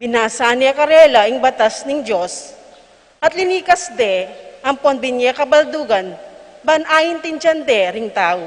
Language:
Pampanga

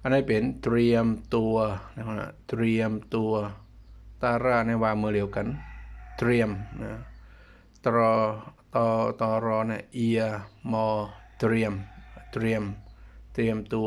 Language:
Shan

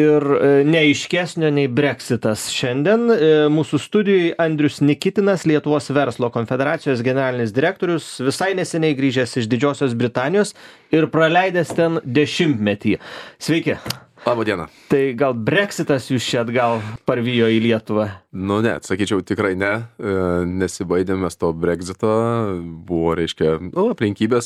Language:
Lithuanian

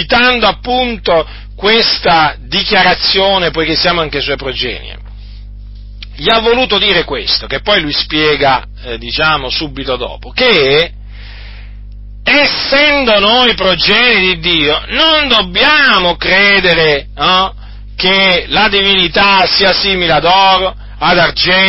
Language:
Italian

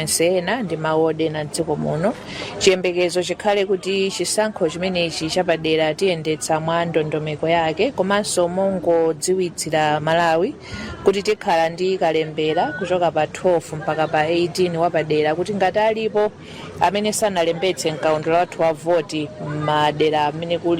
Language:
Nyanja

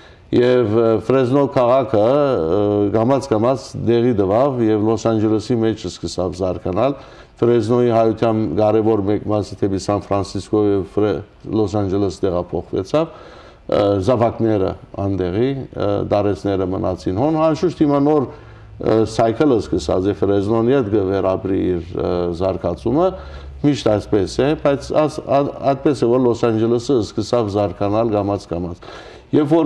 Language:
Western Armenian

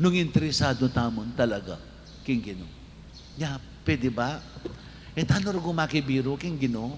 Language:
Pampanga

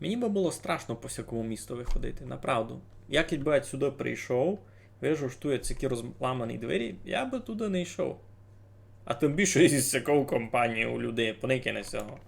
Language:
Rusyn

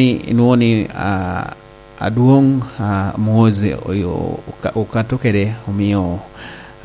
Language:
Lango (Uganda)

